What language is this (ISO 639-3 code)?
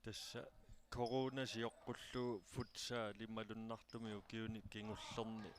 kal